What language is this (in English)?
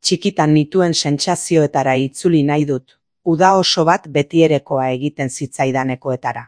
Basque